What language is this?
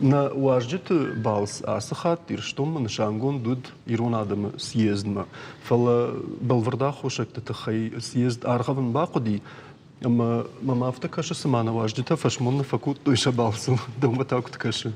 Ossetic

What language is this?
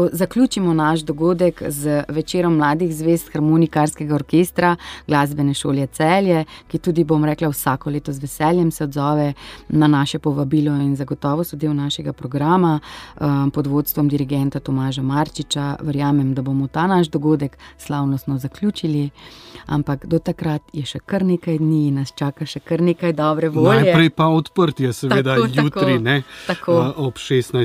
Slovenian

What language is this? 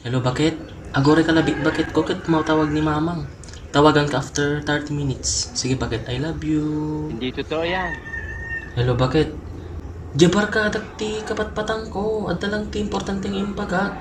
Iloko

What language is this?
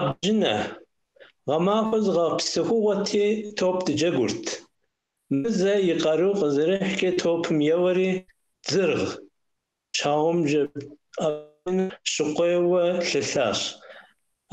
Kabardian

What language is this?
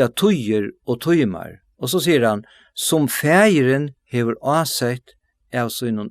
Faroese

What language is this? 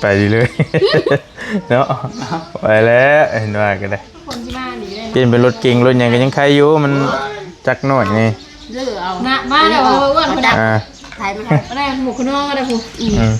Northeastern Thai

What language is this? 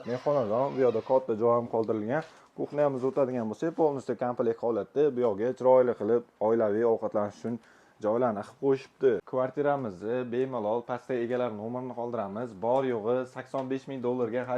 Uzbek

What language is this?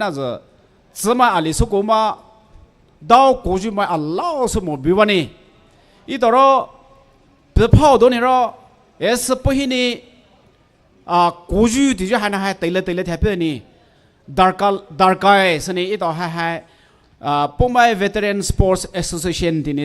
Poumei Naga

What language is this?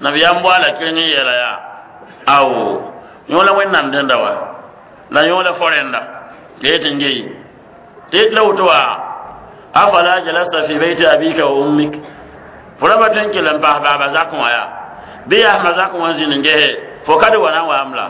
Mossi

